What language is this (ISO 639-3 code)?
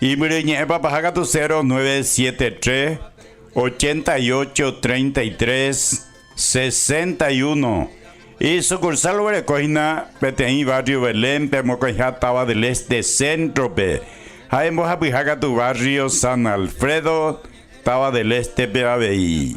grn